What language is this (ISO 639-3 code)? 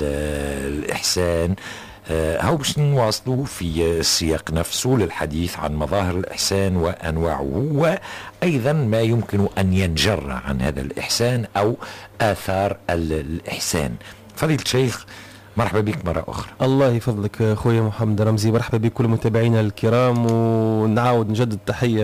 aeb